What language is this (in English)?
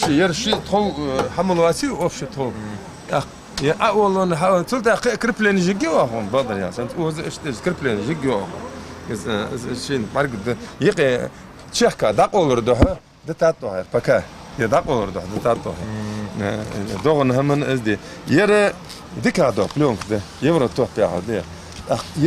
Ingush